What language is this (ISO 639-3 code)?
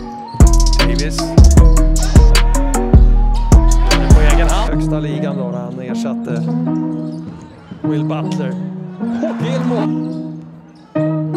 swe